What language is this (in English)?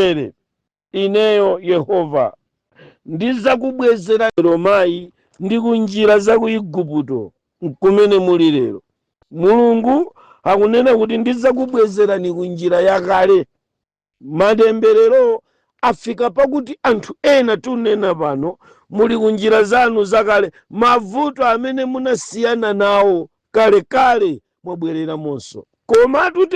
Nyanja